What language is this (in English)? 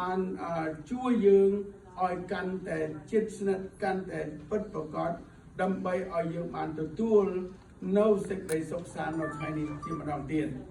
Khmer